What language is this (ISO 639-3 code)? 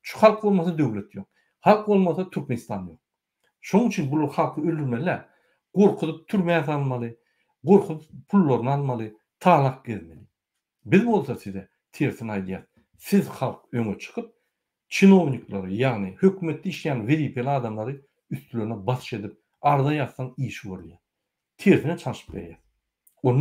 tuk